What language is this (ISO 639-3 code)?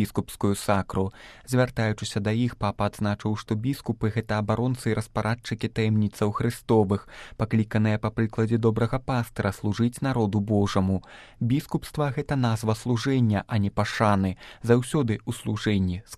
bel